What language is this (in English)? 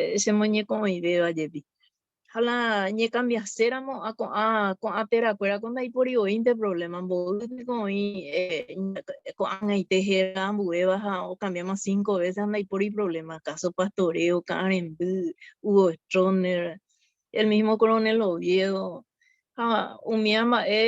Guarani